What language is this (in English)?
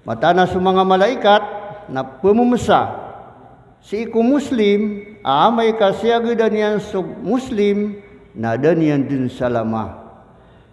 Maranao